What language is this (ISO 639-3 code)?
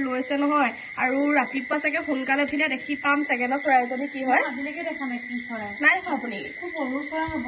asm